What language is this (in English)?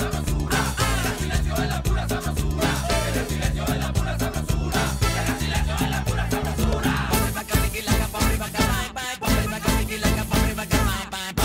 Spanish